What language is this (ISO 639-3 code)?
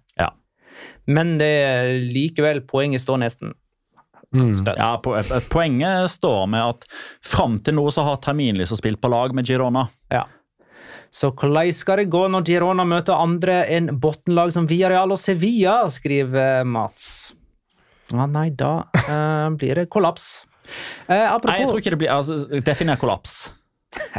nor